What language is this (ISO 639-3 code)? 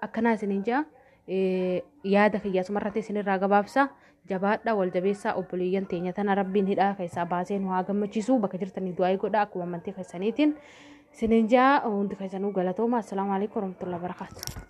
orm